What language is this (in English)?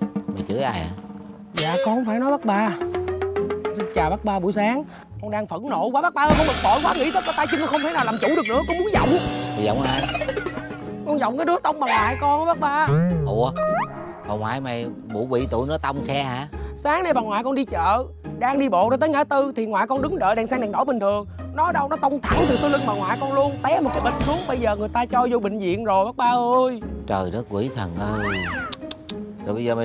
Vietnamese